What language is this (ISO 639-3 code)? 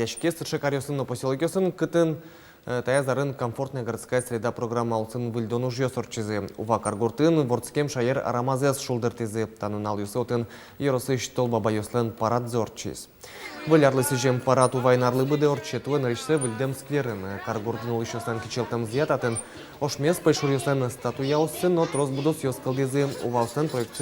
udm